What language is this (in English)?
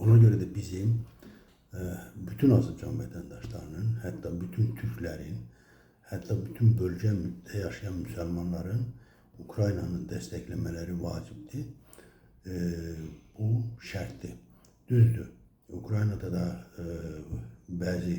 Azerbaijani